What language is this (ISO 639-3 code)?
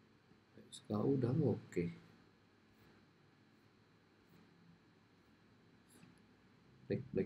ind